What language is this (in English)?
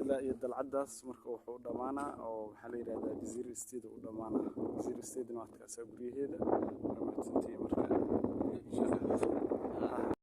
Somali